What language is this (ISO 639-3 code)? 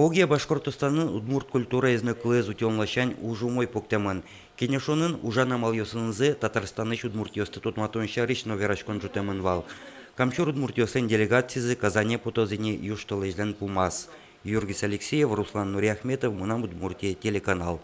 udm